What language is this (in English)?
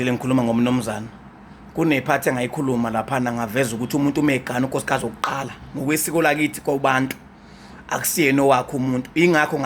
Zulu